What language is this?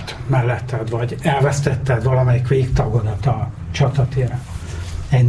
Hungarian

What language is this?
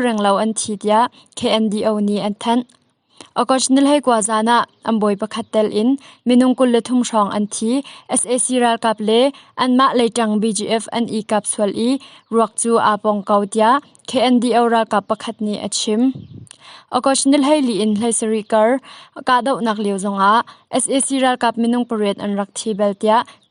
Hakha Chin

